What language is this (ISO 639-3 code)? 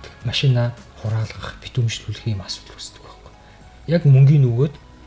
mon